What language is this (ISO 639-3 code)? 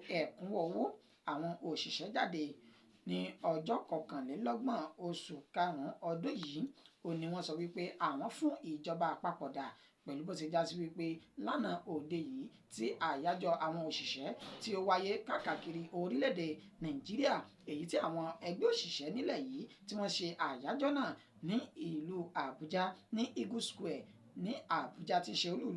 yor